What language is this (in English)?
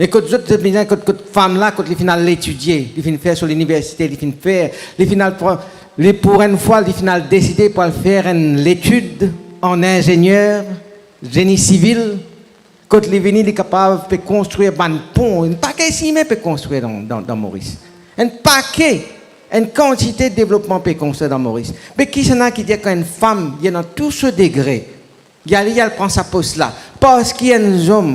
Morisyen